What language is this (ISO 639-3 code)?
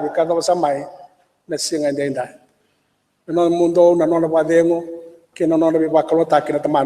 fij